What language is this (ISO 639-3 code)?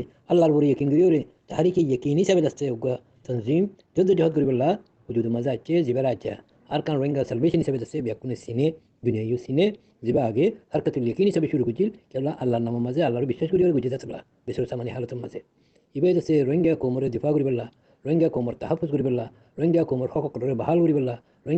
rhg